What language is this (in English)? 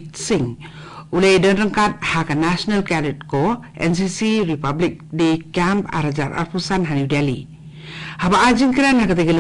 Khasi